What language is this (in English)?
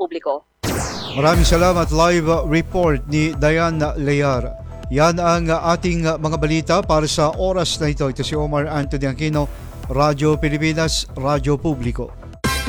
Filipino